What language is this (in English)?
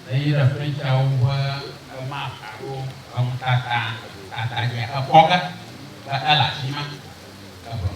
Ewe